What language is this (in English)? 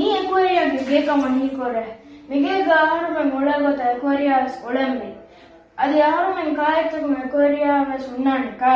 Divehi